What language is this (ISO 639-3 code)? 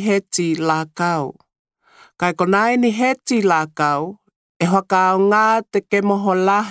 tkl